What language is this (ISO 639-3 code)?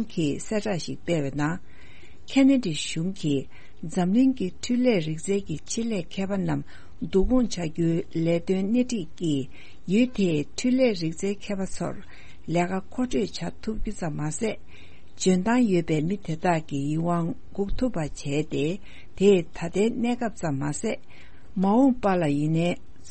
bod